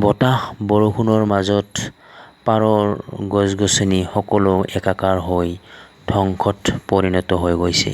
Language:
Assamese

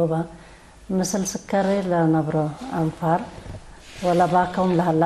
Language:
Tigre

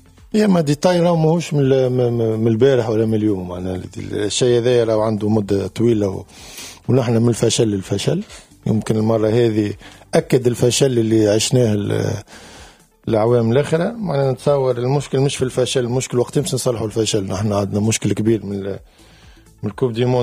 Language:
Tunisian Arabic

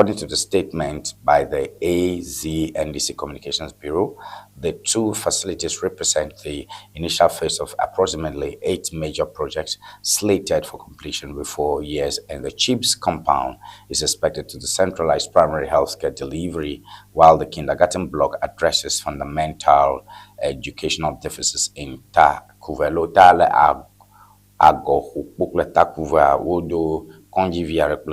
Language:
Ewe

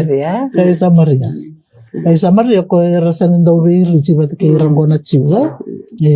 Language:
Fijian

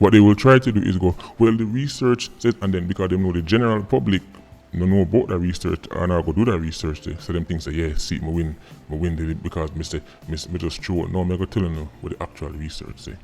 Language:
Jamaican Creole English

